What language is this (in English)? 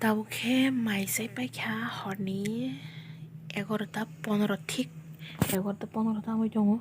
Kok Borok